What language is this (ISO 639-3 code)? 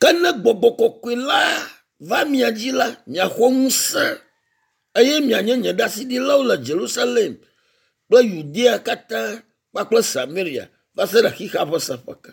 ewe